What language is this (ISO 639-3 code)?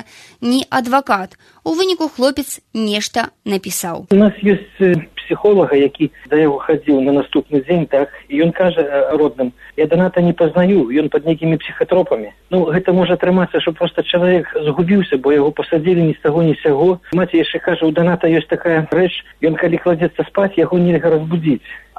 bel